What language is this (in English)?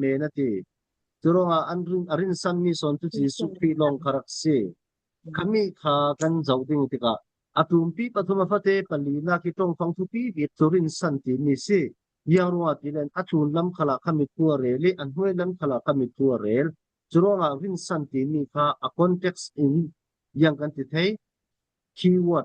Falam Chin